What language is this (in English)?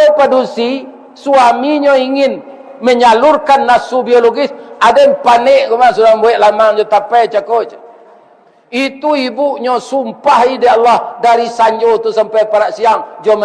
Minangkabau